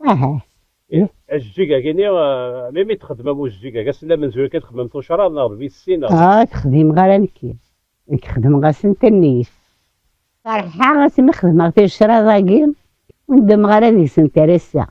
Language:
Kabyle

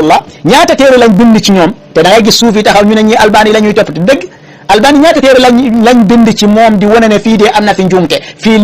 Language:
Wolof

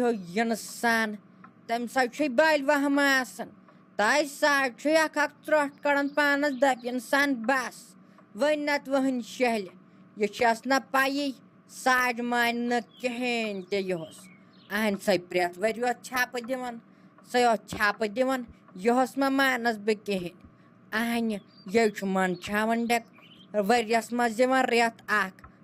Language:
Kashmiri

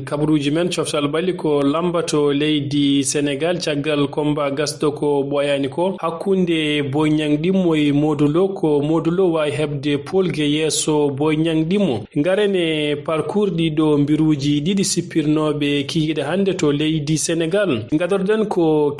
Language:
Fula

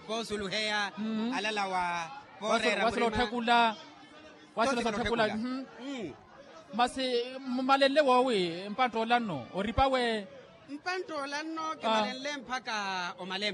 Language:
Makhuwa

